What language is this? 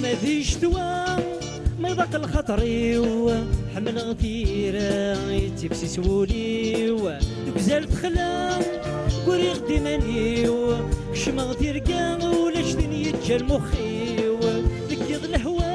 Kabyle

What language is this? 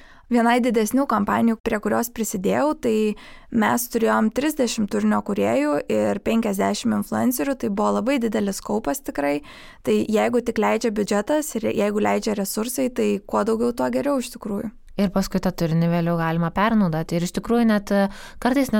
Lithuanian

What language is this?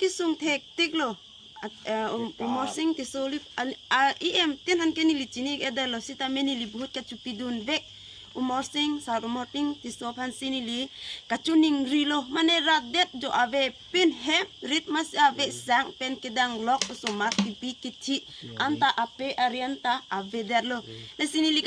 Karbi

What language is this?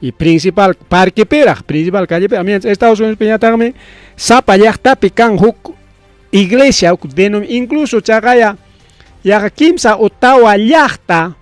Ayacucho Quechua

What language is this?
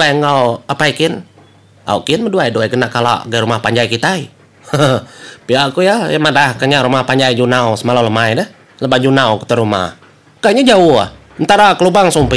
Iban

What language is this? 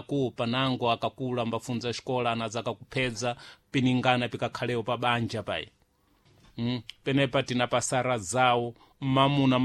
Sena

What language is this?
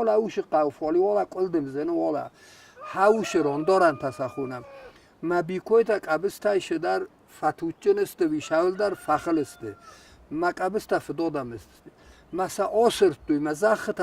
Ossetic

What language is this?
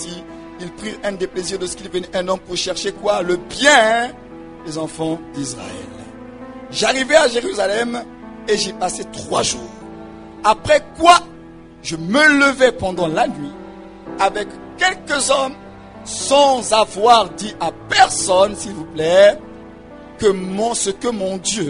French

